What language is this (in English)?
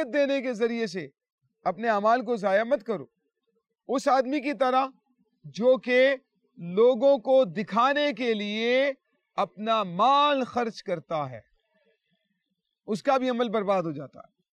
Urdu